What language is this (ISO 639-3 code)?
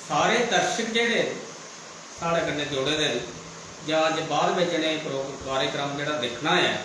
doi